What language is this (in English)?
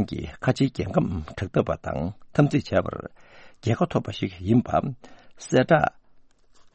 Tibetan